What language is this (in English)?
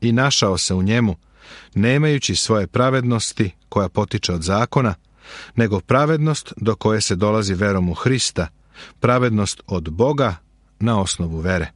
Serbian